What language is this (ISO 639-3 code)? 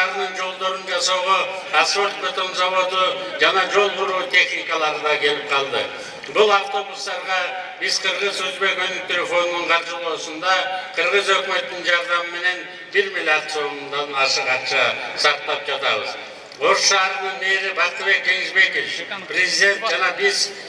kir